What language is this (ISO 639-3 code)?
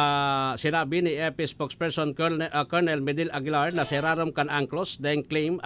bik